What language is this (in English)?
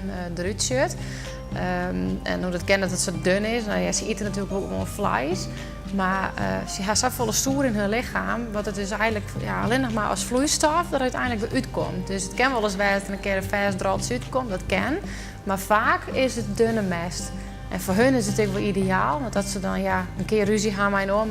Western Frisian